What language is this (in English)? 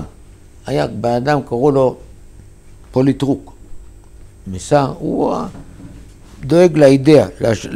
Hebrew